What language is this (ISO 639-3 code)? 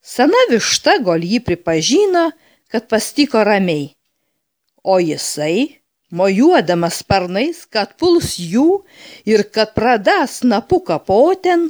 lit